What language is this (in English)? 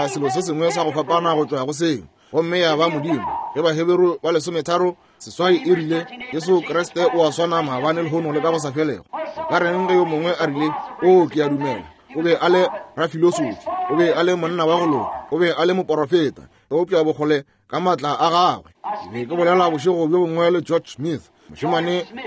Northern Sotho